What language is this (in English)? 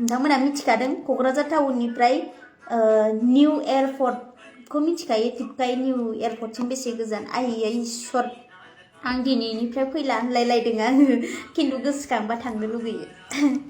Bodo